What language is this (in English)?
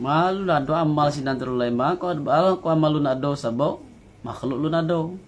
Minangkabau